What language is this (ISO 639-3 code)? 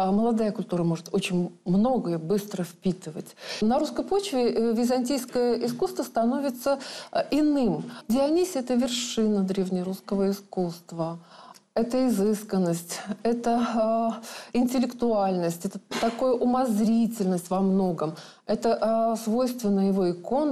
rus